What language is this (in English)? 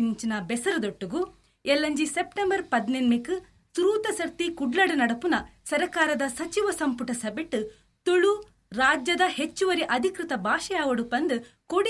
Tulu